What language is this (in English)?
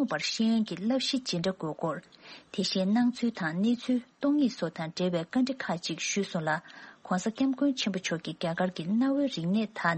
Tibetan